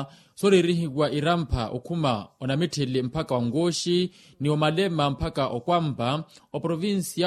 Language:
Makhuwa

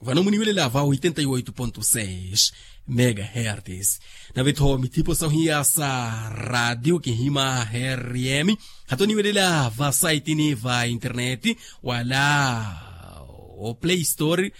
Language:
Makhuwa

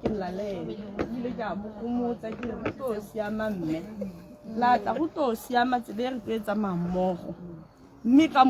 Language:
Tswana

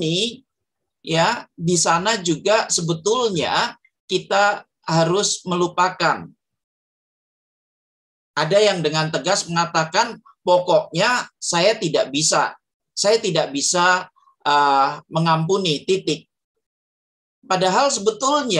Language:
Indonesian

